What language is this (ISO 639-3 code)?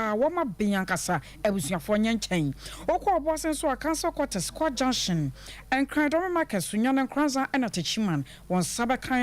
aka